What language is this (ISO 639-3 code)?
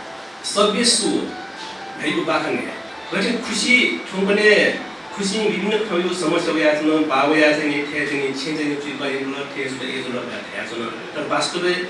new